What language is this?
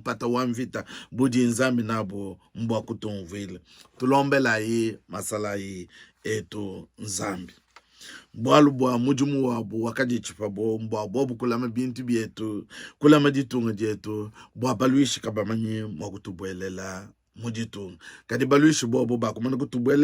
Luba-Lulua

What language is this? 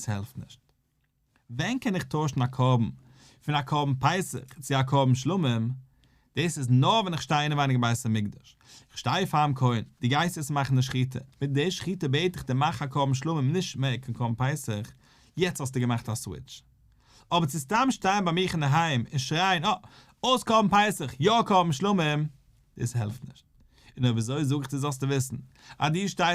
Yiddish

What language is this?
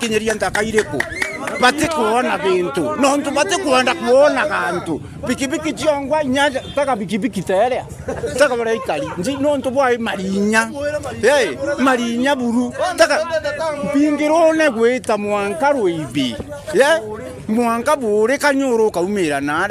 Meru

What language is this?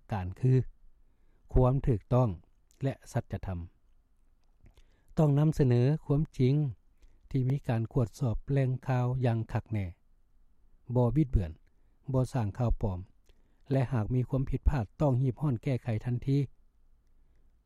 Lao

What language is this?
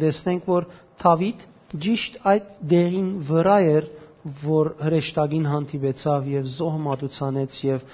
Western Armenian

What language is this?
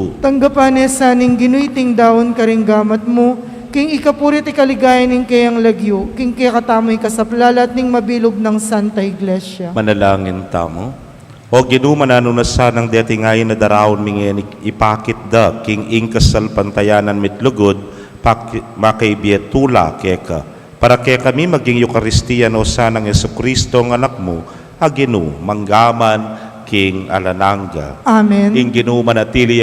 Pampanga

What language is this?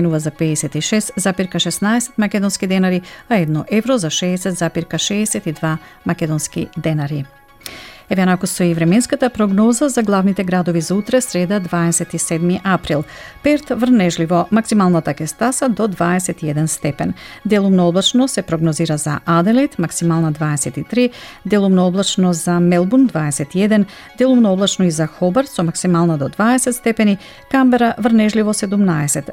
Macedonian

